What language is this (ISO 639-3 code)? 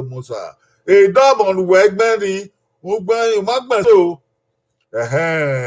bin